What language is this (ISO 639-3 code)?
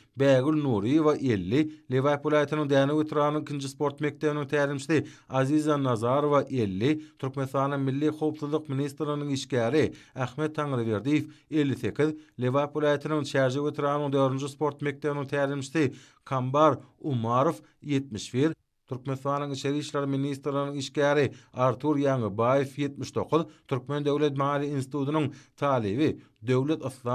tuk